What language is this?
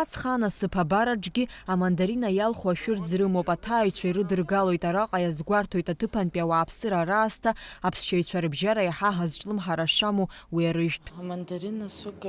Abkhazian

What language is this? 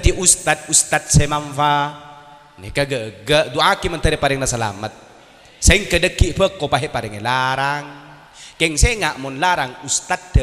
Madurese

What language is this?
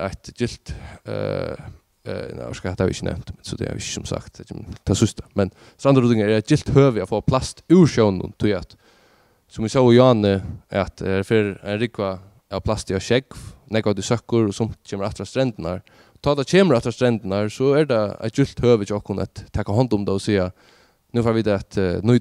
Faroese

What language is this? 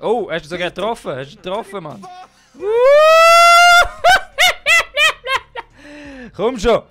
Swiss German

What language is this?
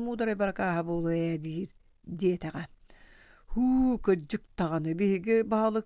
Yakut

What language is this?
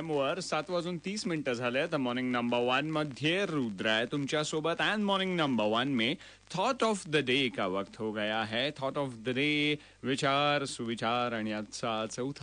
Marathi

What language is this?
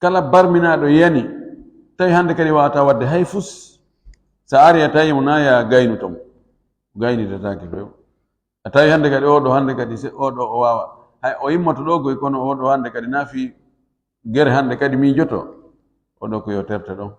Fula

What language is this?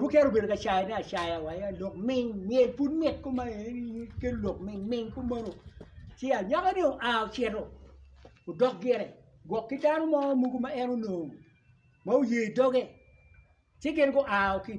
Acoli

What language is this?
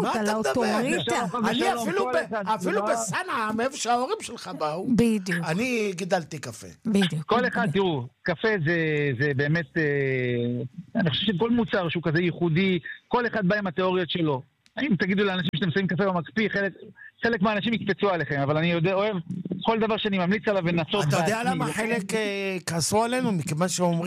Hebrew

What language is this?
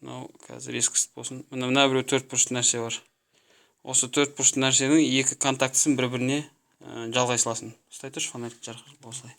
Kazakh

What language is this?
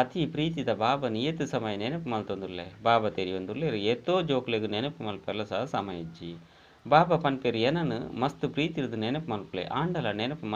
Tulu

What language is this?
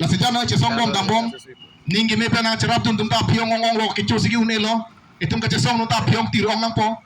Karbi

